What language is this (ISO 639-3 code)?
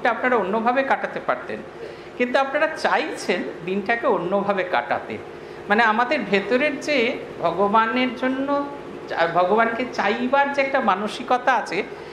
ben